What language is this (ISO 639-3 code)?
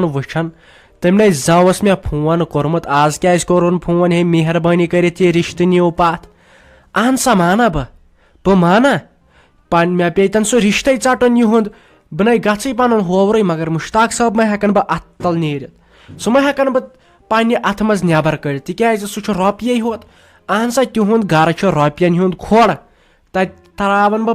kas